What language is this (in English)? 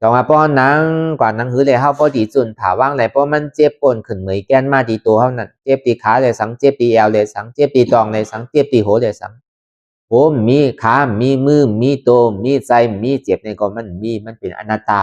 Lü